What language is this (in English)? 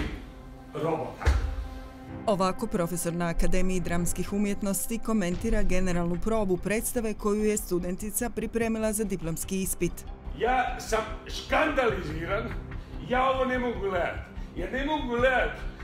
Croatian